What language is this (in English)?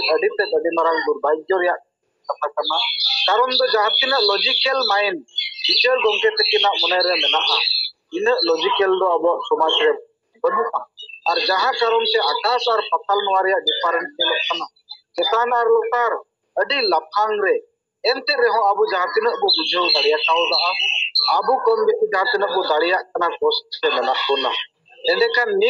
Santali